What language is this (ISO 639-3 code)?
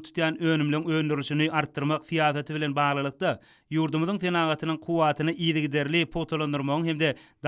tuk